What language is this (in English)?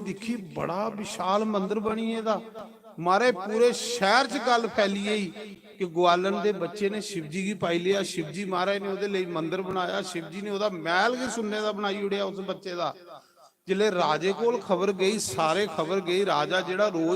Dogri